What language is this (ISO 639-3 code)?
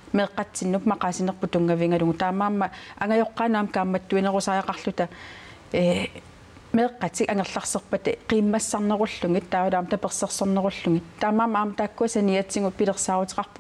kal